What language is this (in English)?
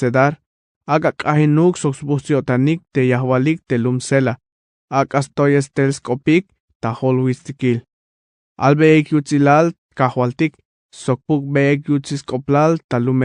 Tzeltal